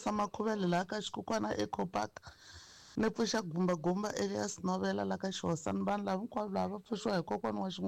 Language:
Tsonga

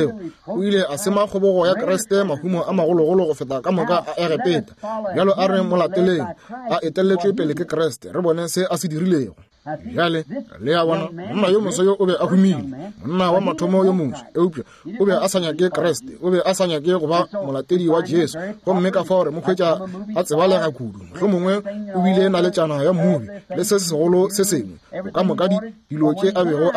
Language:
Northern Sotho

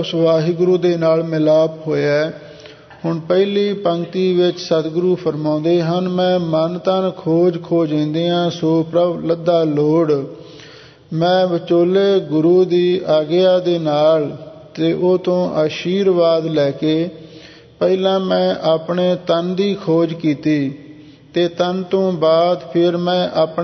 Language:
Punjabi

